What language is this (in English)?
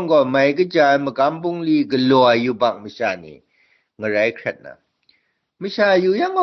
Kachin